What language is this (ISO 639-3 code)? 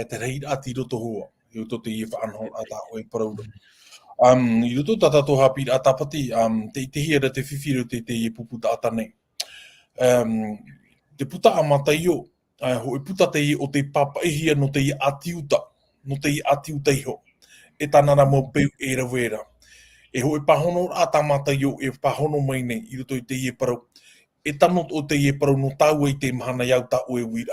tah